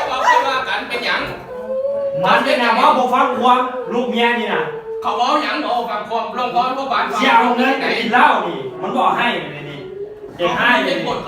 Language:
Lao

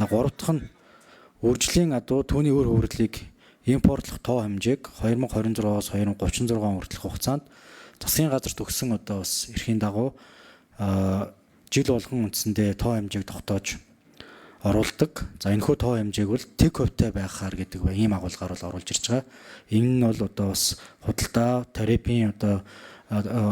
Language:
Mongolian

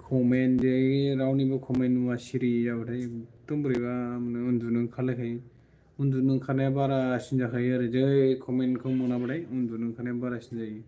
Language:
Bodo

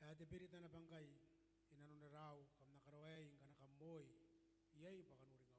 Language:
Gilbertese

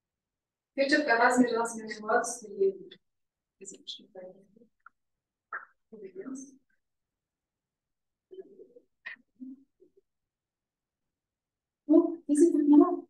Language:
Kazakh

